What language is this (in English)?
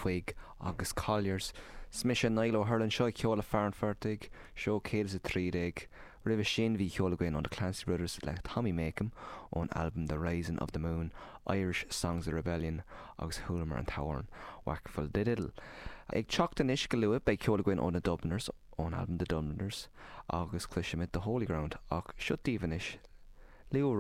Irish